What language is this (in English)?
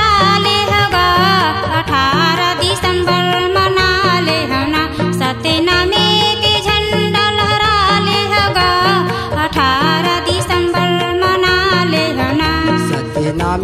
Chhattisgarhi